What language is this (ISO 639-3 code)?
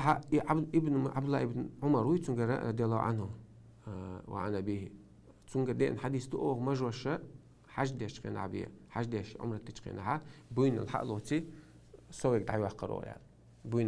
che